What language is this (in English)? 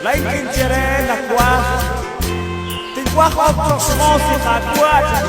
Kekchí